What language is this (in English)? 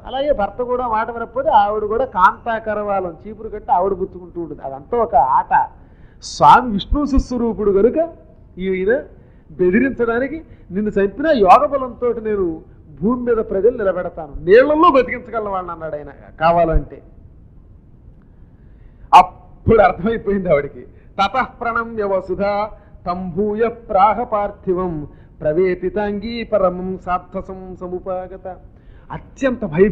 Telugu